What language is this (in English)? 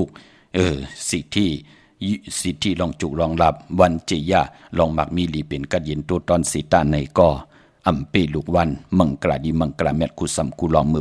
Shan